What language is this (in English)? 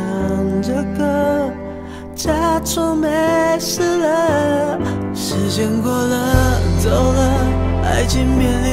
Chinese